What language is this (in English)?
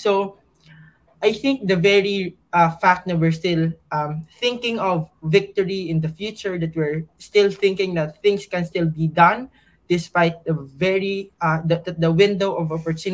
Filipino